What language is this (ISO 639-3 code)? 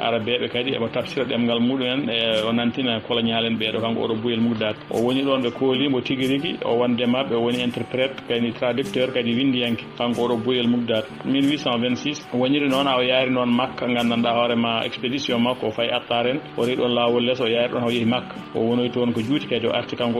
ful